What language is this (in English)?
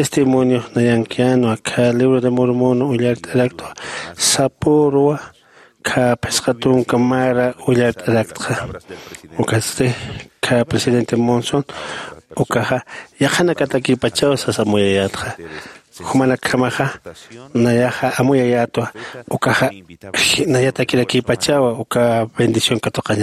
Aymara